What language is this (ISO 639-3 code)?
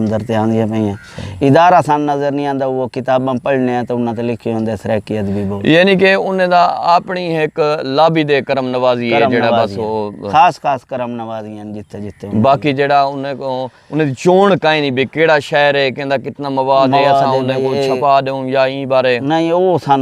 skr